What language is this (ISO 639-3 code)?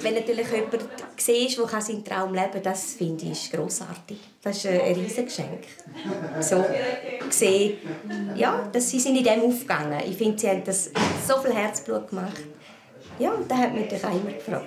gsw